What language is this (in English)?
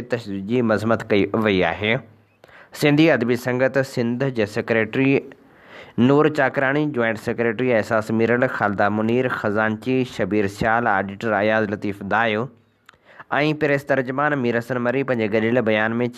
Sindhi